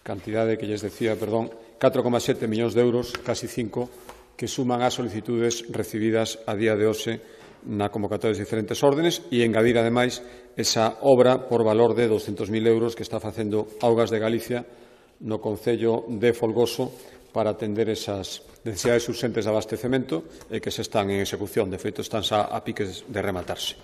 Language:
Galician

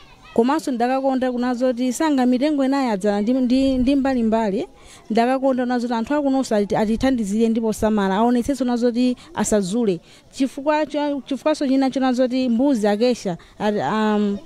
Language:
Nyanja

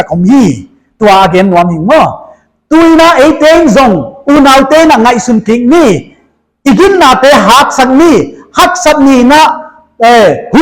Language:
Paite Chin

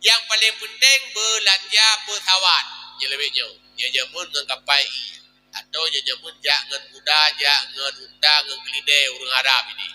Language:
Achinese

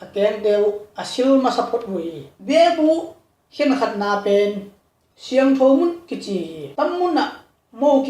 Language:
Tedim Chin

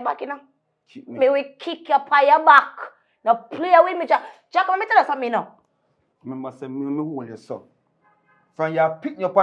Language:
Jamaican Creole English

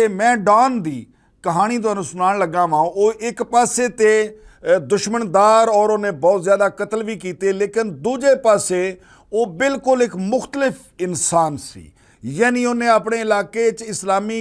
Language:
Western Panjabi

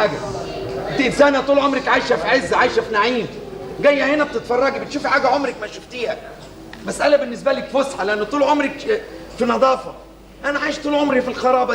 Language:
Egyptian Arabic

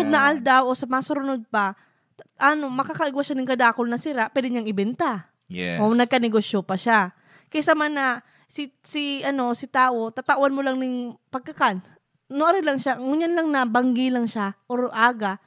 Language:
Bikol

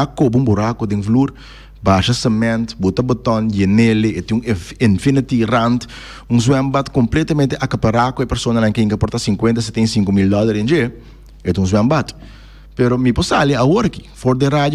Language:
Papiamento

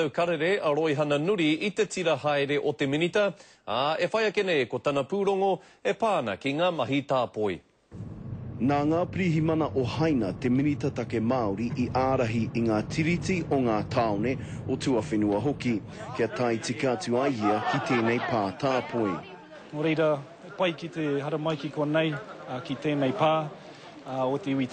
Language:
Māori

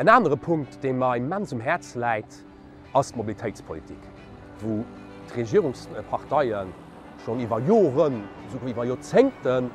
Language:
Luxembourgish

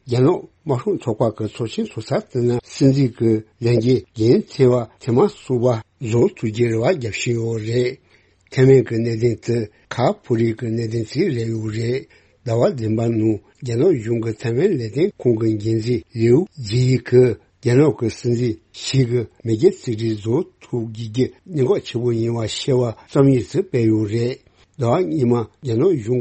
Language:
Tibetan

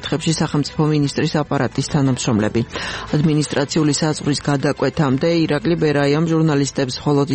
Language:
Georgian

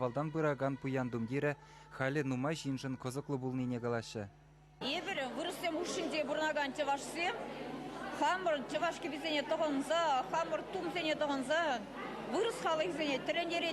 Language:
Chuvash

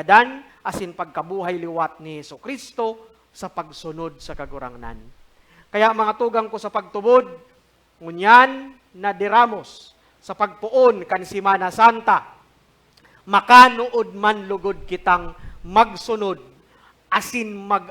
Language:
Bikol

